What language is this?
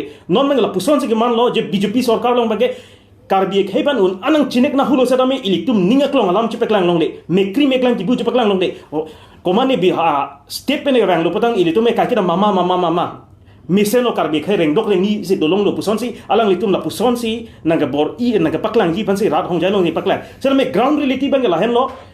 Karbi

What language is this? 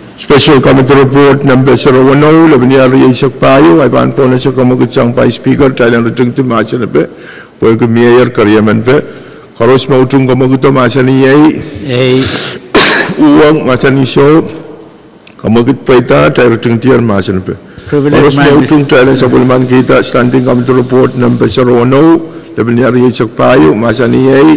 Pohnpeian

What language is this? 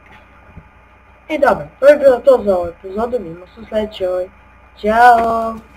Croatian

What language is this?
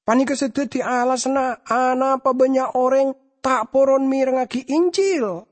Madurese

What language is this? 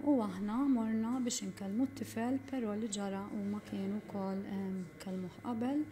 Maltese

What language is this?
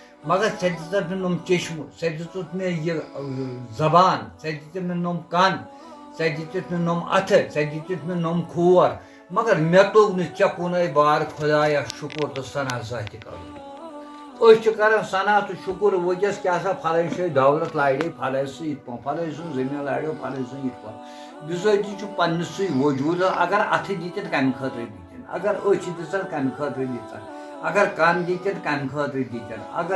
Kashmiri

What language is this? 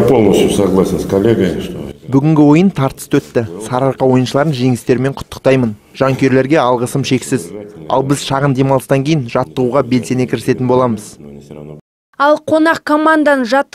Kazakh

